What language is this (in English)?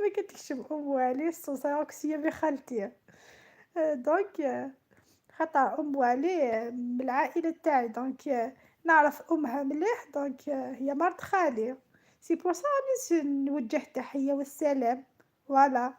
Algerian Arabic